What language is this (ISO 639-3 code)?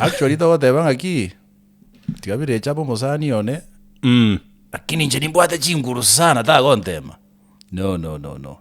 guz